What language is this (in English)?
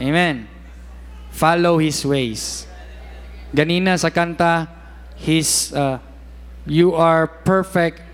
Cebuano